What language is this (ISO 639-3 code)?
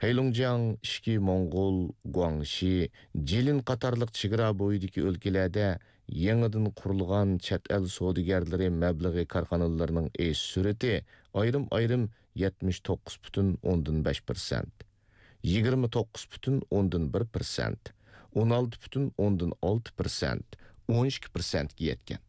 uig